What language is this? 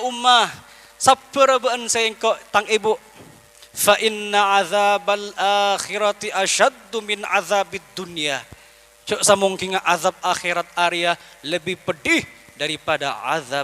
Madurese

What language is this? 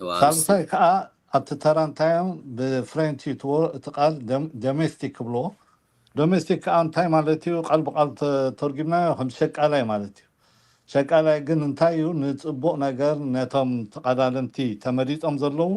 Tigrinya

